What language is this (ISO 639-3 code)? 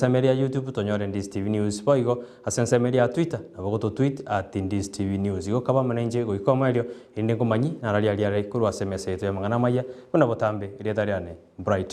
guz